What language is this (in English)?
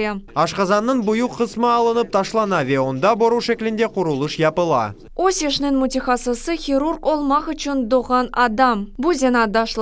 Crimean Tatar